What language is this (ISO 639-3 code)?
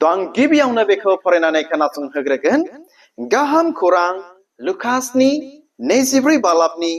brx